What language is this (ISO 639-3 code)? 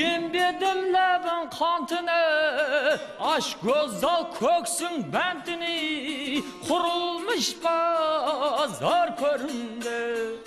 kaa